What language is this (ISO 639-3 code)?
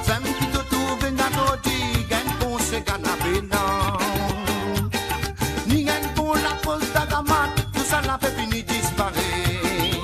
mfe